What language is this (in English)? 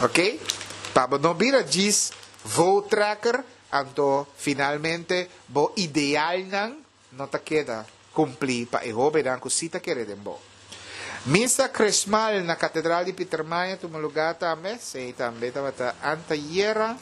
Papiamento